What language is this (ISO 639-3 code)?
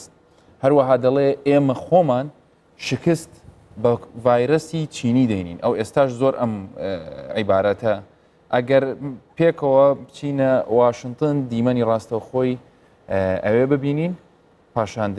ckb